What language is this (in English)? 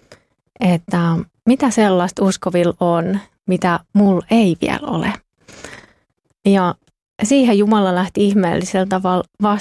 Finnish